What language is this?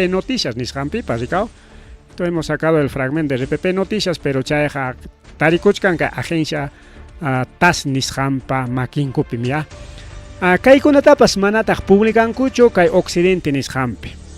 Ayacucho Quechua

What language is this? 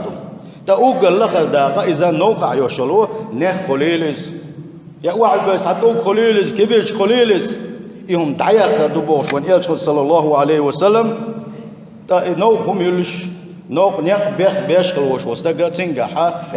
Chechen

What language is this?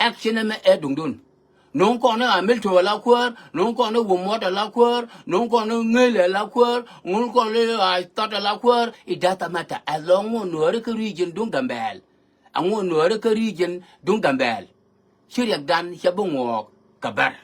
Nuer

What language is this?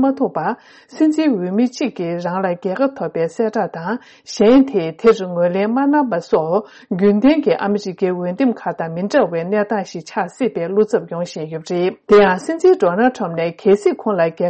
Tibetan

